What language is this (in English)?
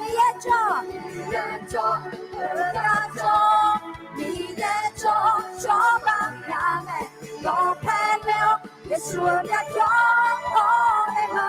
Akha